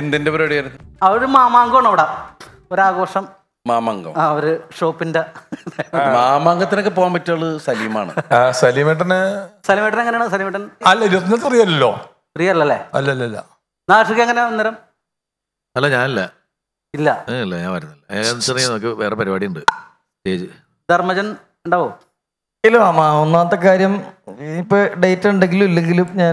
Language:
Malayalam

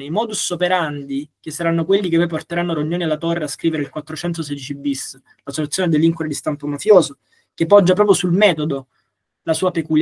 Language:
Italian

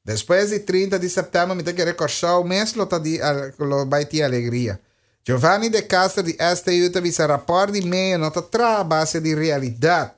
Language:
Papiamento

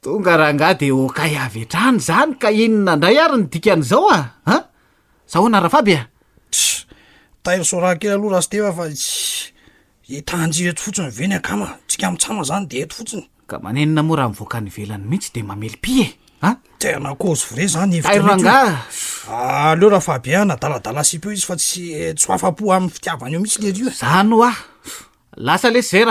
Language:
Malagasy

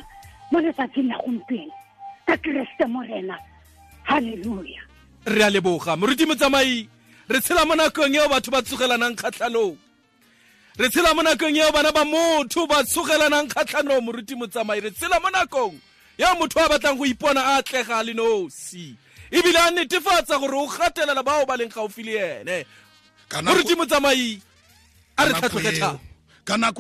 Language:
Tswana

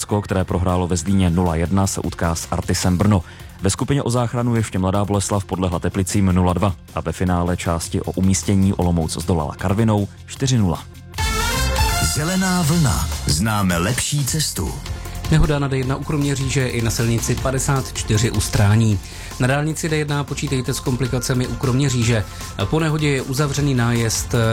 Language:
Czech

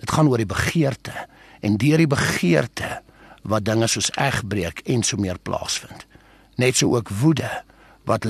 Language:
Afrikaans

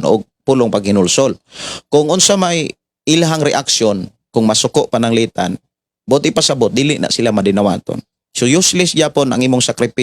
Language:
Cebuano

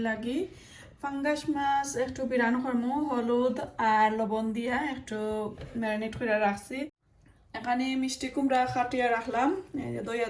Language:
Sylheti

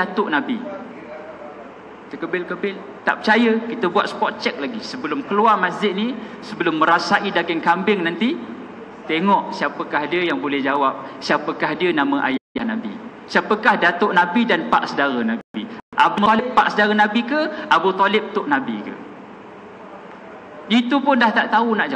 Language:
Malay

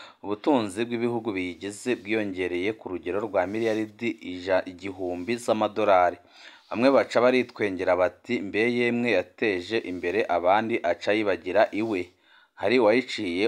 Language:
Rundi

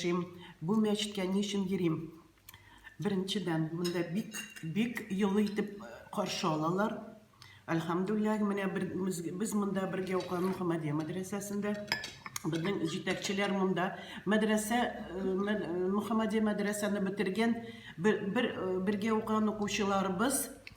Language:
Tatar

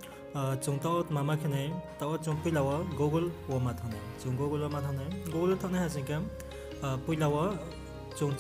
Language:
Riang (India)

